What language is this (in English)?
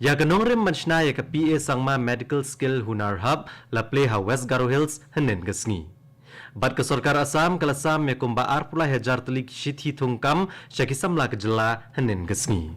Khasi